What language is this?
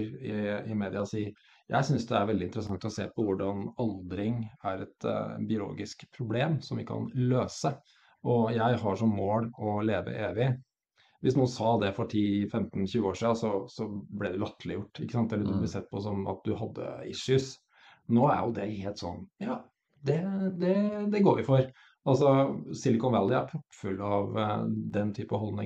Norwegian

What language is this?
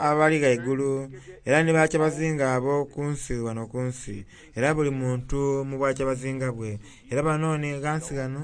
Soga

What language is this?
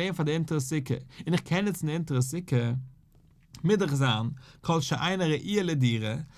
Yiddish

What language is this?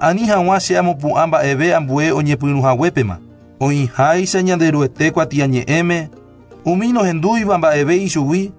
Guarani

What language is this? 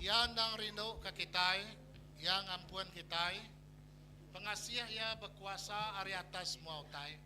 Iban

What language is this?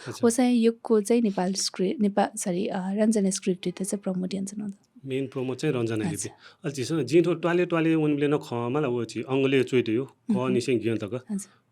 Newari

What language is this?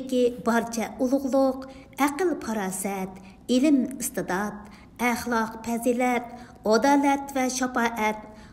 Uyghur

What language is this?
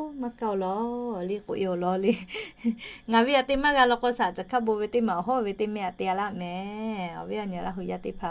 Lahu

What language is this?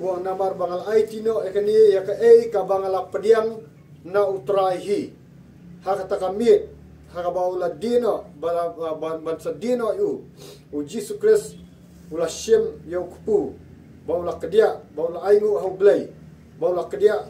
Khasi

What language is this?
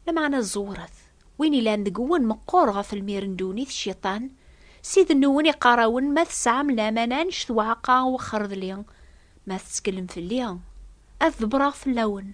Kabyle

